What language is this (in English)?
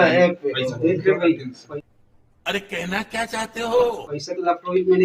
Chhattisgarhi